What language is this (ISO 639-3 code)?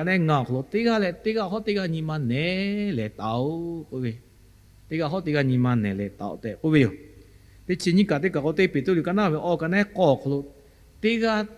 lhu